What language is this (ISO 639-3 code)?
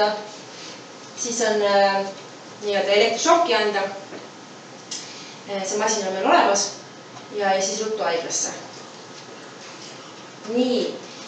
est